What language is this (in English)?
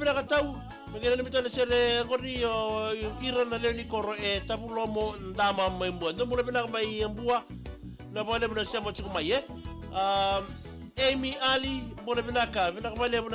Fijian